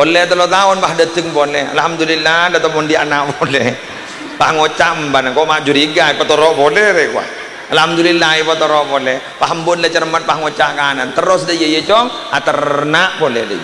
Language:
Madurese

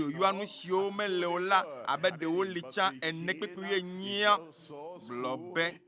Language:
Ewe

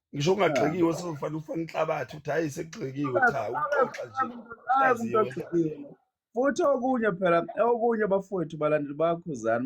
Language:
Zulu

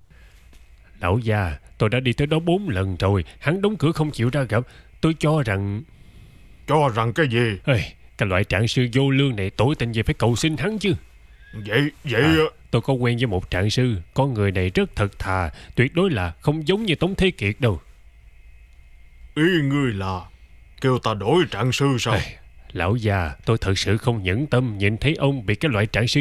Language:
Vietnamese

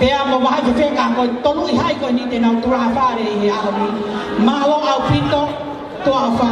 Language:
Tongan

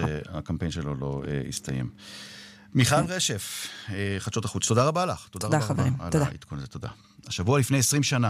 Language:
Hebrew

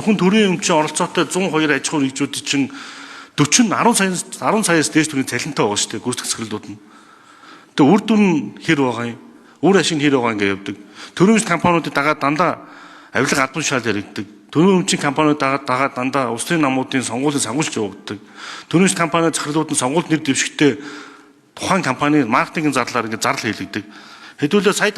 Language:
Mongolian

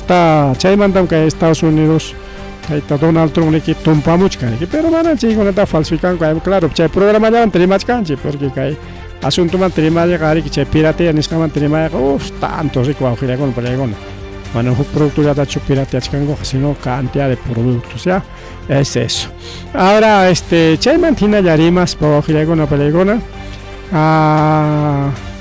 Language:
Ayacucho Quechua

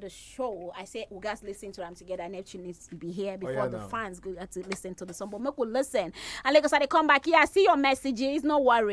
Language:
Nigerian Pidgin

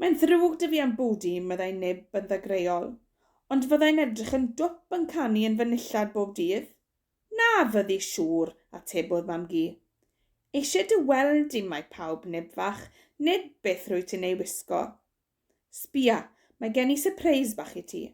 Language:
Welsh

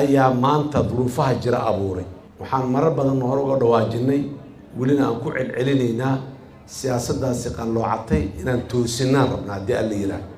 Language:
Somali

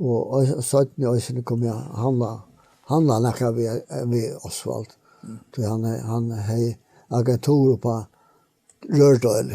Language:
Faroese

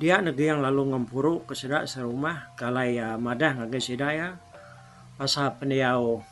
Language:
Iban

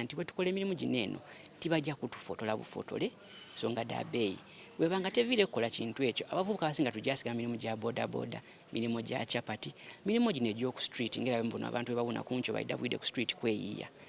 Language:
Soga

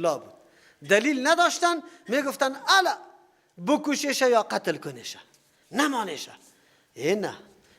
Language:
Persian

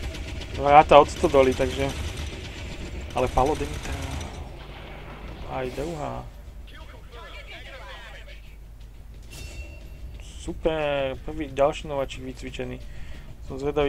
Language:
Slovak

